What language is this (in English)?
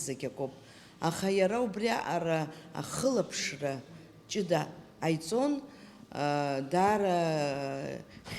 Abkhazian